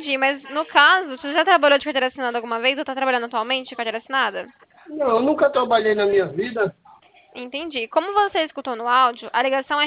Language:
Portuguese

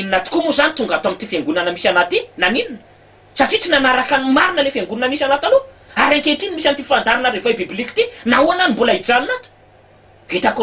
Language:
Malagasy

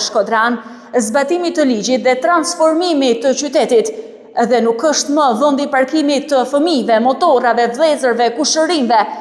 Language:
Albanian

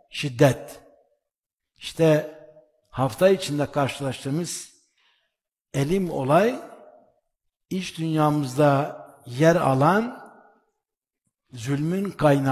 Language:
Turkish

